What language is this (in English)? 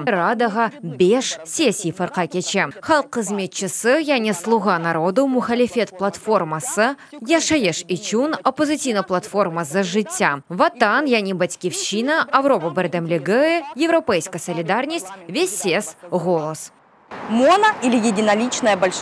Crimean Tatar